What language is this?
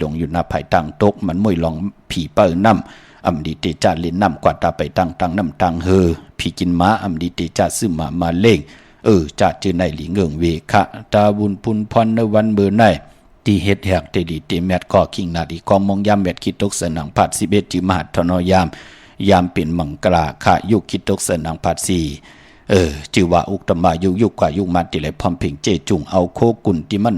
Shan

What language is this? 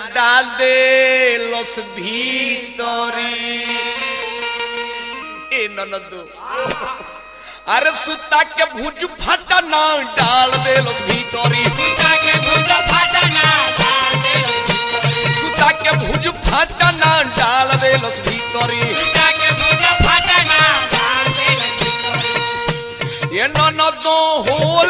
Bhojpuri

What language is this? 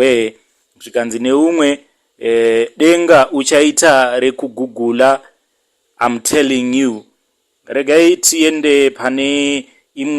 Shona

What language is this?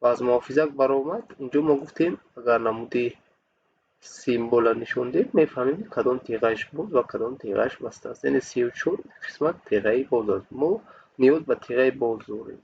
Tajik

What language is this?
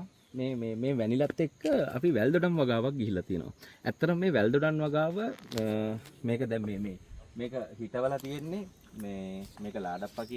Sinhala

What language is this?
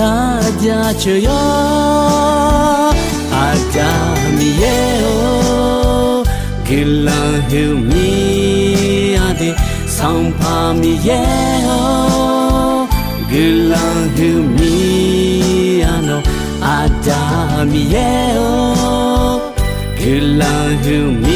Akha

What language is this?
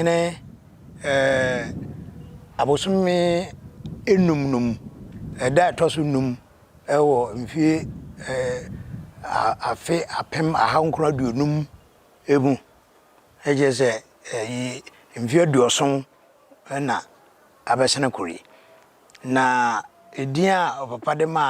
Akan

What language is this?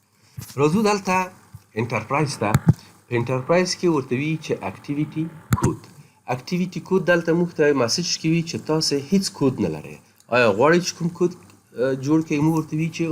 Pashto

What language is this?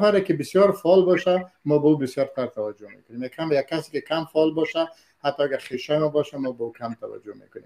Persian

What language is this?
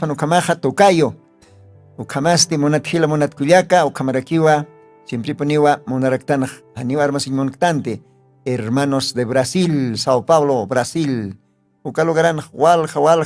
Aymara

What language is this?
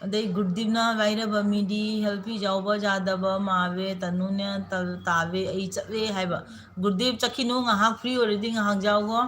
Manipuri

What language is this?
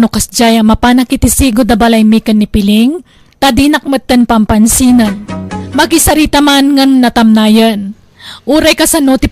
Iloko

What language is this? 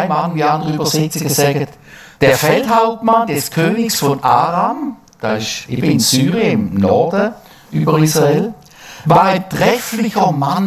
Swiss German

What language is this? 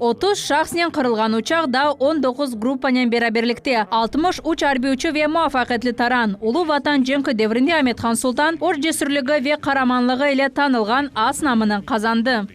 Crimean Tatar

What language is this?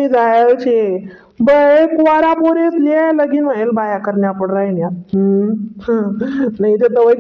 Khandesi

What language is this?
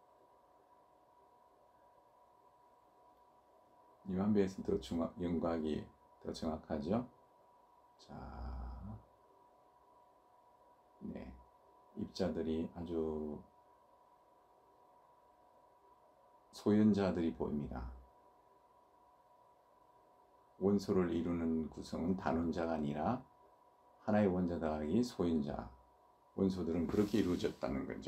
Korean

